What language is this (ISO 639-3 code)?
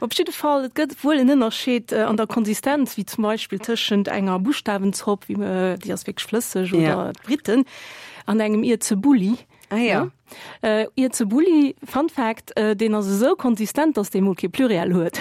ltz